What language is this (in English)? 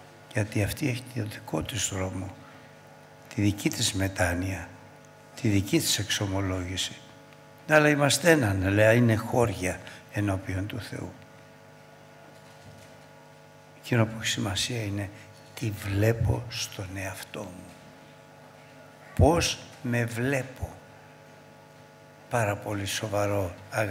Greek